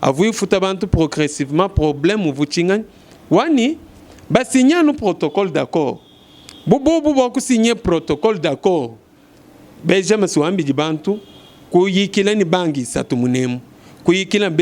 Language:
Luba-Lulua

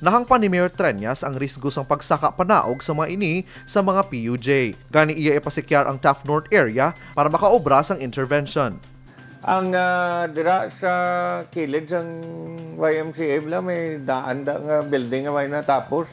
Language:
Hiligaynon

